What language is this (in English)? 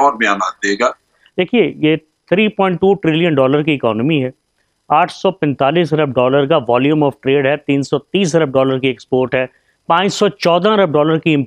Urdu